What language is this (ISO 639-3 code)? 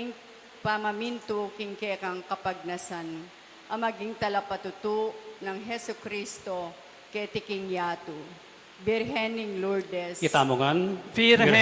pam